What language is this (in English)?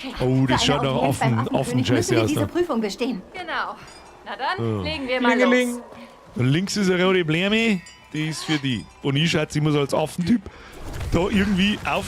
Bavarian